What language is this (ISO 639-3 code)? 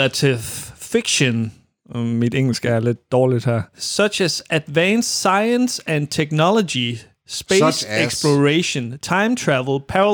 dan